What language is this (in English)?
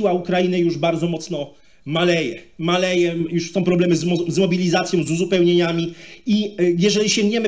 Polish